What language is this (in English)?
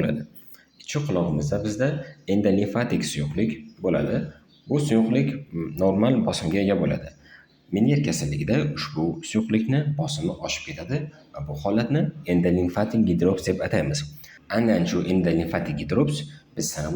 Uzbek